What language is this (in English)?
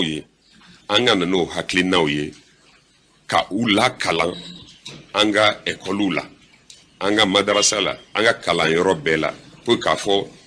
Bambara